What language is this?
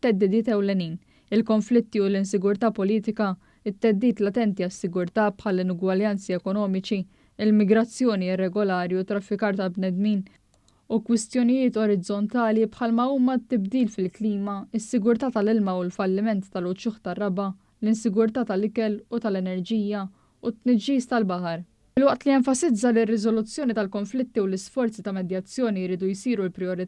Maltese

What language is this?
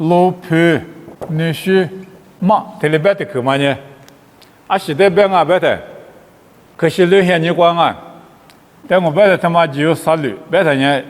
Lisu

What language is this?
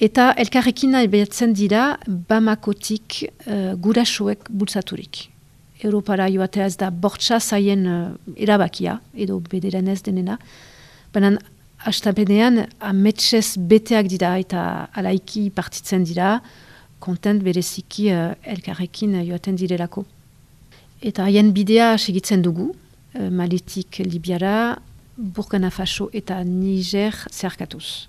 Basque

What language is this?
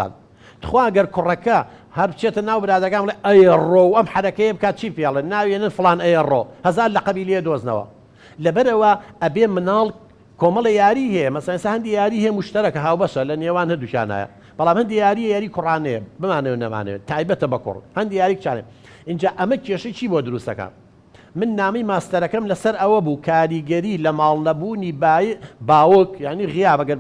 Central Kurdish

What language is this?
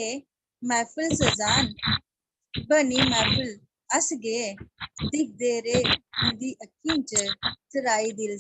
Dogri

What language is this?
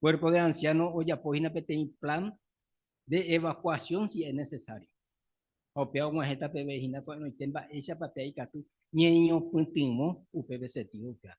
Guarani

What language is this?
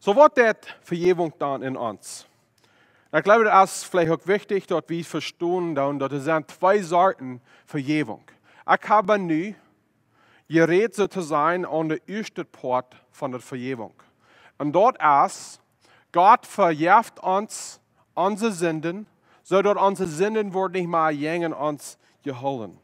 Plautdietsch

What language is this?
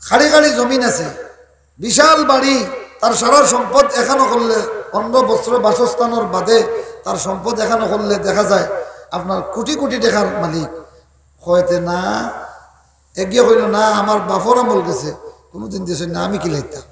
Sylheti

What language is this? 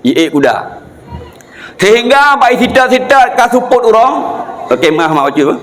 Achinese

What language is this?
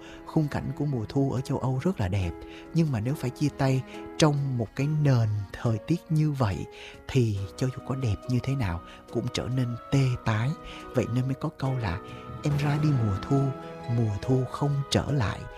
Vietnamese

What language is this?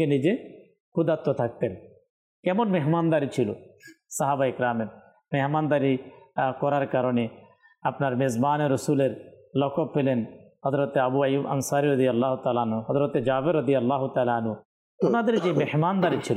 Bangla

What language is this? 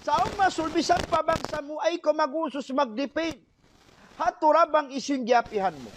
Tausug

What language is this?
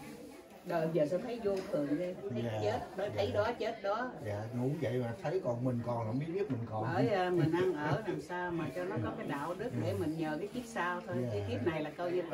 Vietnamese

